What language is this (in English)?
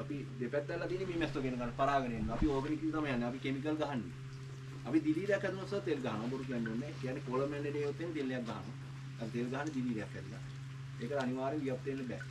Sinhala